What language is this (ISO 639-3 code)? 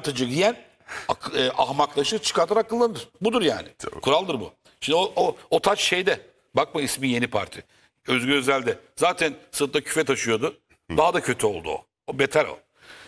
tur